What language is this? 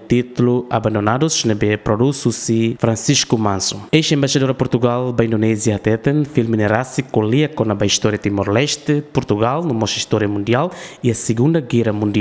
Tetum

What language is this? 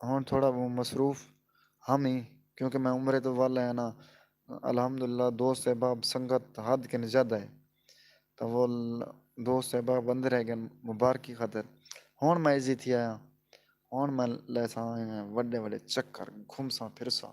Saraiki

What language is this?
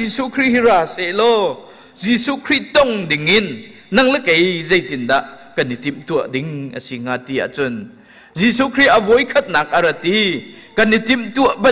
Hakha Chin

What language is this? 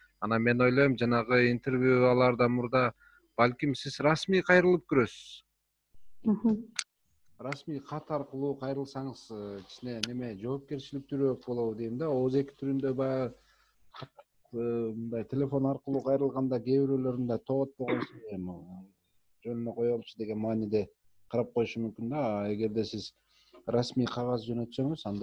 Kyrgyz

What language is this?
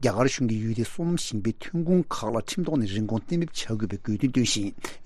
Tibetan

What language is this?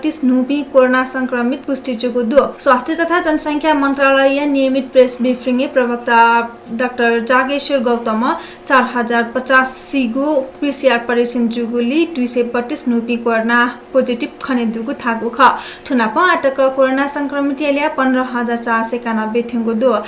Newari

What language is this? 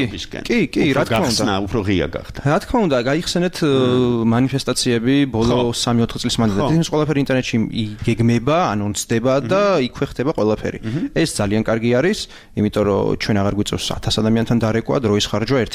Georgian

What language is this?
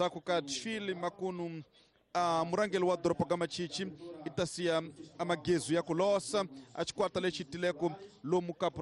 Tsonga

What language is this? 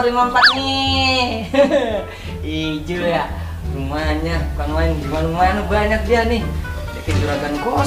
Betawi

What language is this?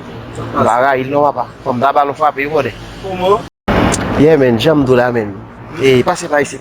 Haitian Creole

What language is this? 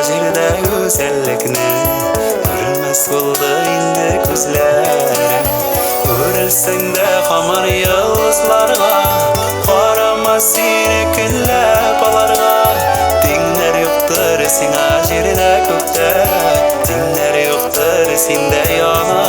Tatar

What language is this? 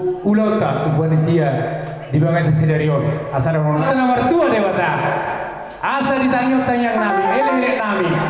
Batak Toba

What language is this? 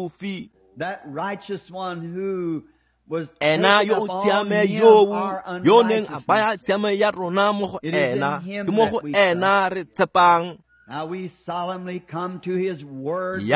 Tswana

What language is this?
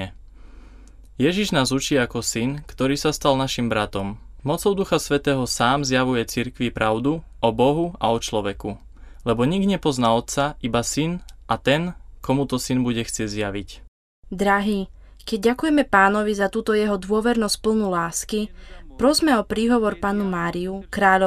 Slovak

